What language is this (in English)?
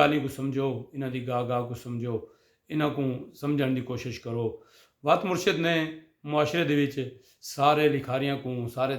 Saraiki